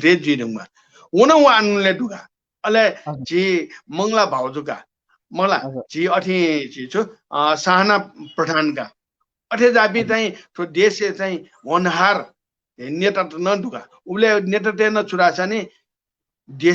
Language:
Newari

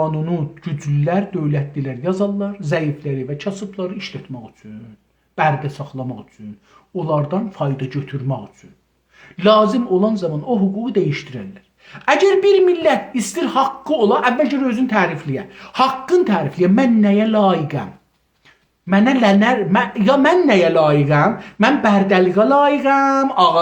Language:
South Azerbaijani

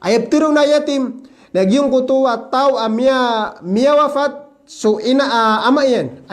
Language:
Maranao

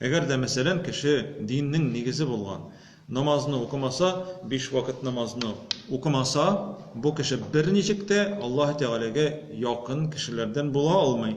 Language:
Tatar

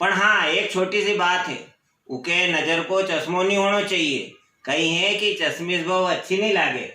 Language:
Rajasthani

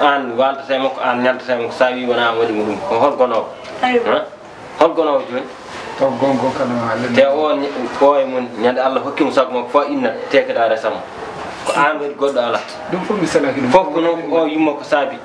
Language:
Fula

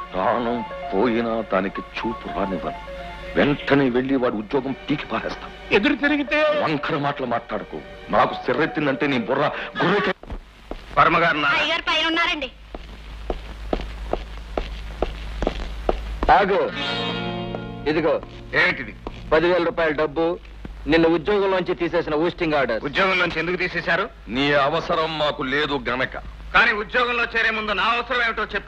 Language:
Telugu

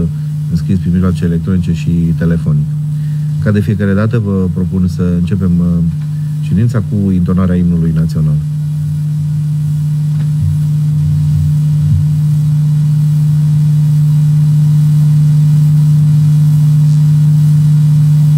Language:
Romanian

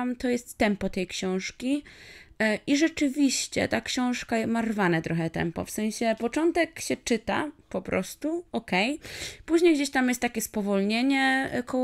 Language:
Polish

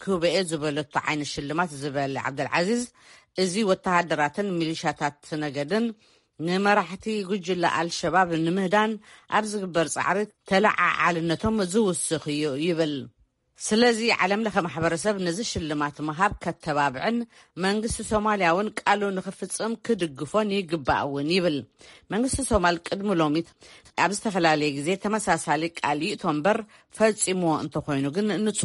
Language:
Tigrinya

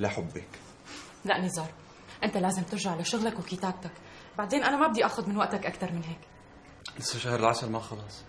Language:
North Levantine Arabic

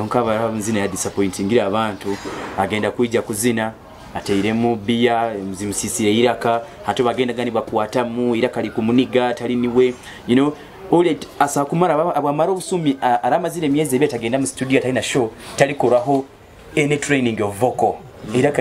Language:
Nyoro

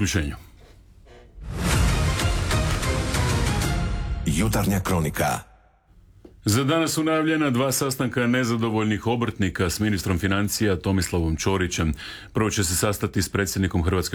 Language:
Croatian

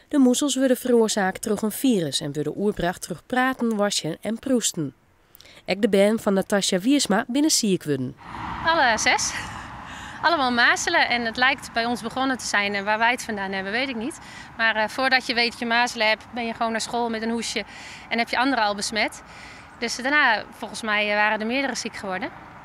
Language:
Western Frisian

